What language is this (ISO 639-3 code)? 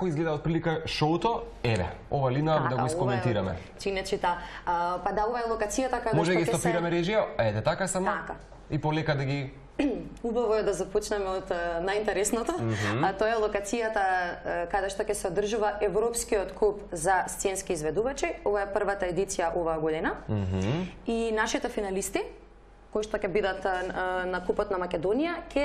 mkd